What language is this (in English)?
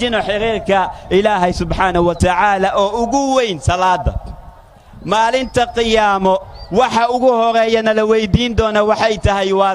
Somali